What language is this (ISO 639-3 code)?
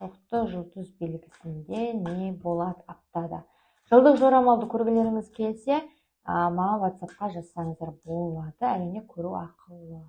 kaz